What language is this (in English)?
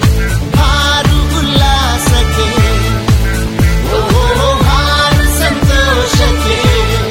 Kannada